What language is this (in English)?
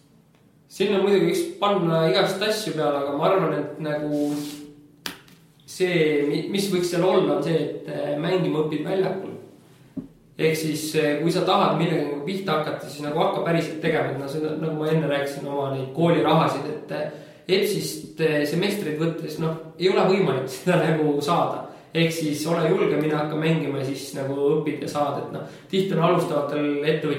Estonian